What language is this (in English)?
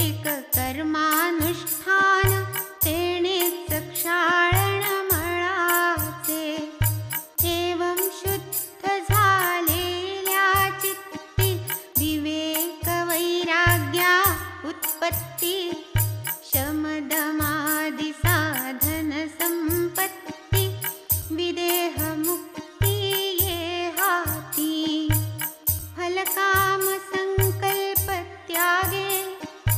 Marathi